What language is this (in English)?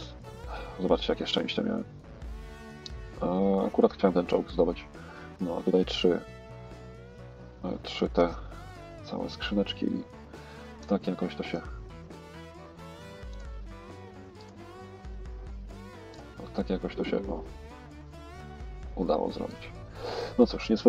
Polish